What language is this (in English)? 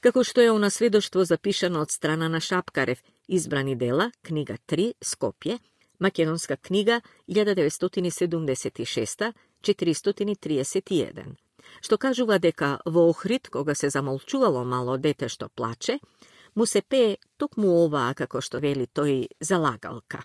Macedonian